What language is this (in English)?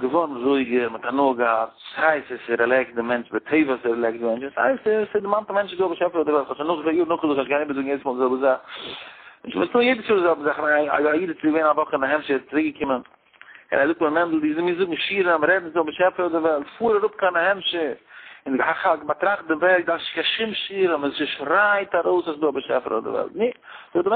Yiddish